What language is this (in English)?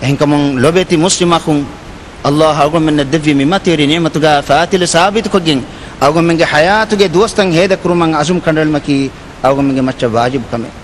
Divehi